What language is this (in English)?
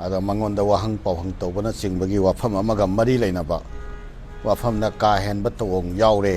Manipuri